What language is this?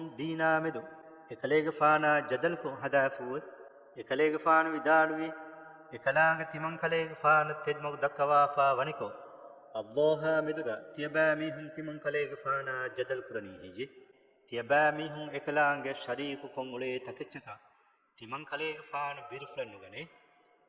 Divehi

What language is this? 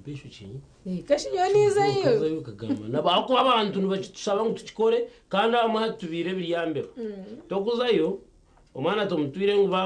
Nyankole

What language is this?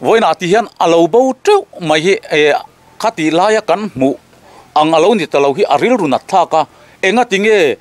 Mizo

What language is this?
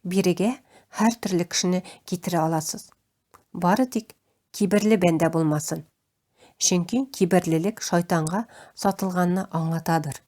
Tatar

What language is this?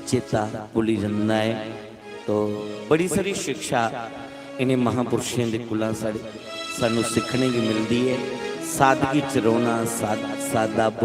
Dogri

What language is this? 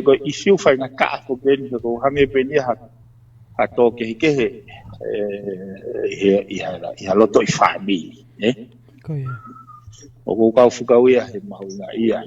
Tongan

